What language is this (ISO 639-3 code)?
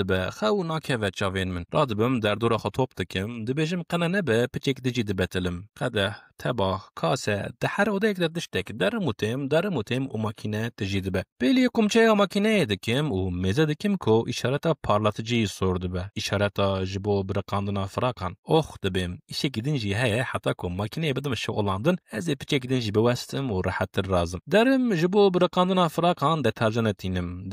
kur